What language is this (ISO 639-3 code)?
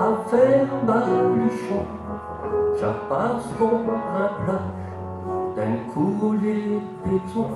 pcd